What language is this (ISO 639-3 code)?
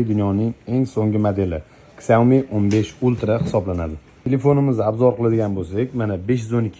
uzb